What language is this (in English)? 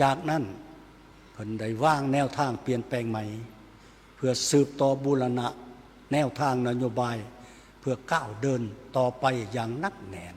Lao